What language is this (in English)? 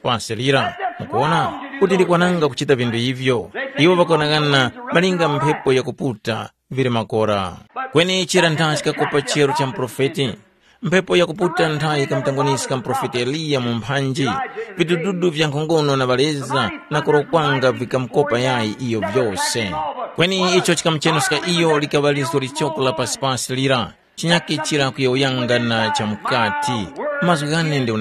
Tumbuka